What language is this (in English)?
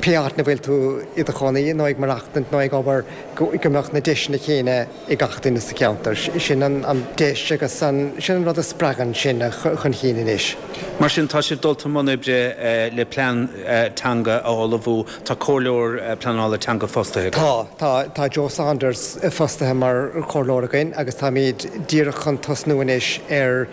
Irish